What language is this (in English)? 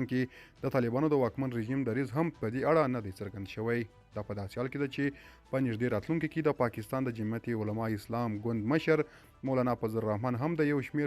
Pashto